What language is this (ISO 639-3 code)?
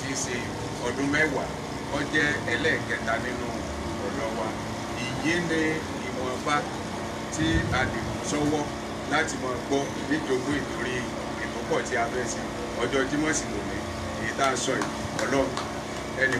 yor